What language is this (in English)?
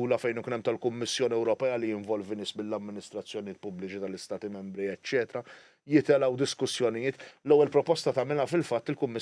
Maltese